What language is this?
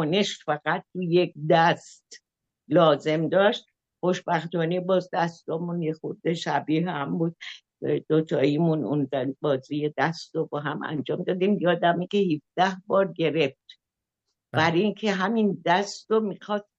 Persian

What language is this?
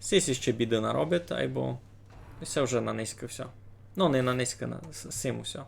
Rusyn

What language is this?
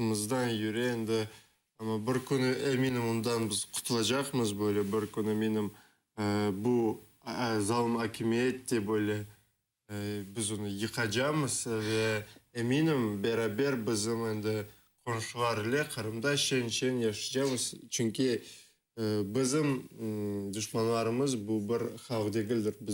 Crimean Tatar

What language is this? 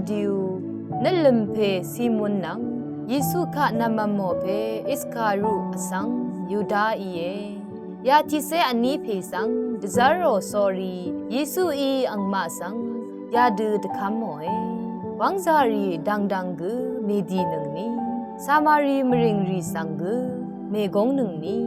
Rawang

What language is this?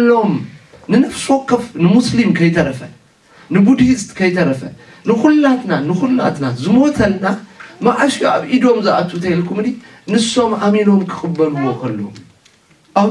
Tigrinya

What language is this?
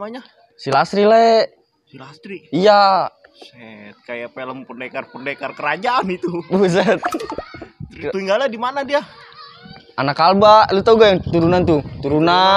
Betawi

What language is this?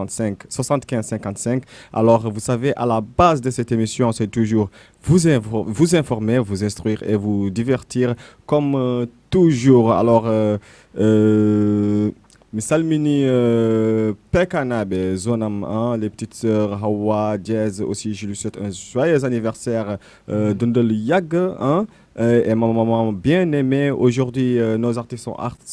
Fula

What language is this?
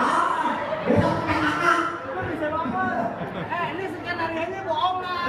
Betawi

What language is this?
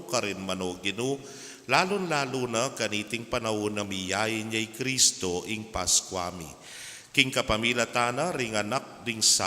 Pampanga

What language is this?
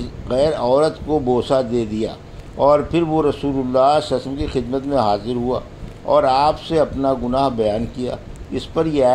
Urdu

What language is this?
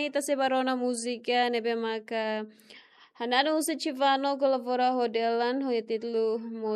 Tetum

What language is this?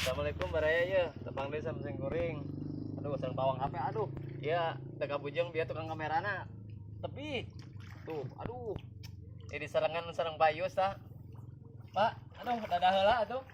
Sundanese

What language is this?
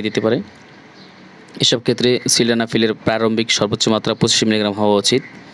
Bangla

